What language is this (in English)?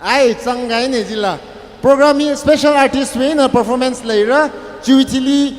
Tangkhul Naga (India)